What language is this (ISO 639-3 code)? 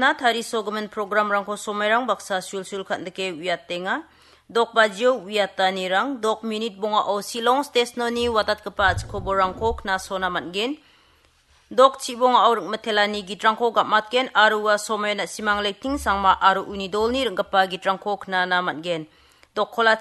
grt